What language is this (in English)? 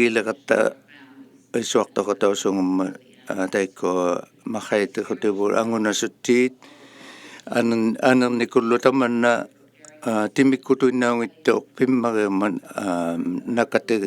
Inuktitut